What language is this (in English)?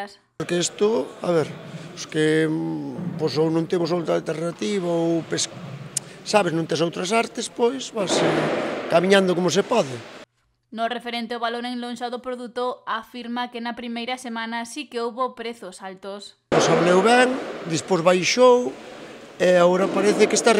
Galician